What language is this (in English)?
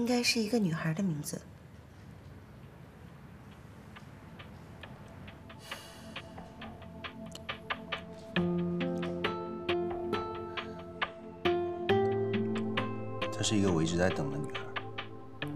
Chinese